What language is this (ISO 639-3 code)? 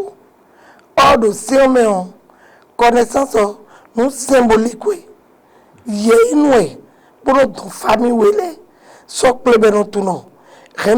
fon